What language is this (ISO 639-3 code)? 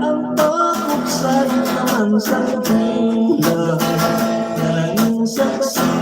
hil